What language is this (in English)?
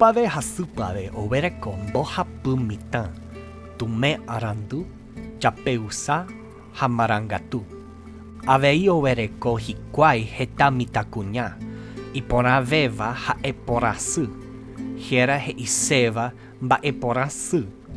Guarani